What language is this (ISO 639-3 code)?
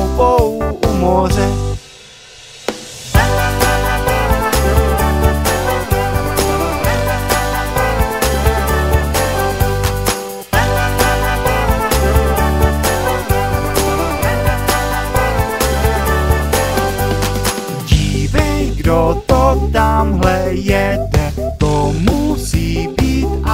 ces